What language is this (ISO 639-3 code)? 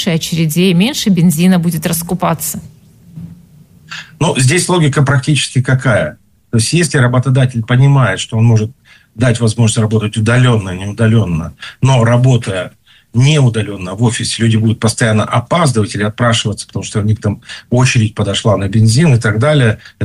rus